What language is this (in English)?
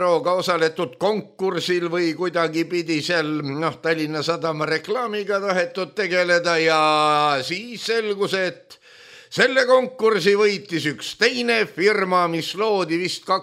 Estonian